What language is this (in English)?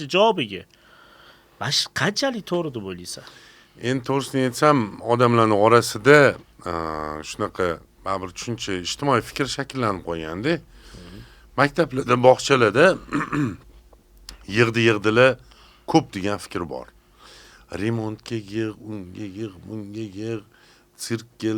Uzbek